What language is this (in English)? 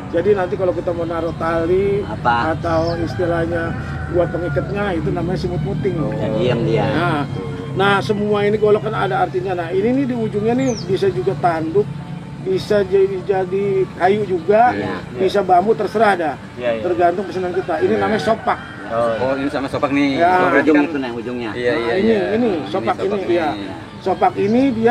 Betawi